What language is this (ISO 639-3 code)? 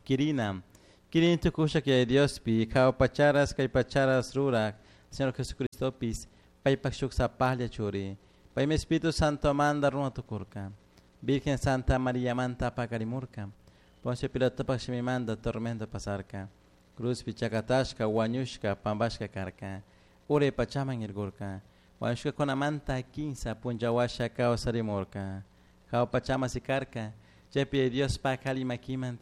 qug